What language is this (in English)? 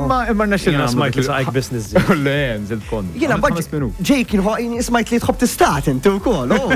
Maltese